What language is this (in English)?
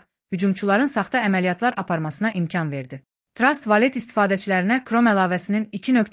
Azerbaijani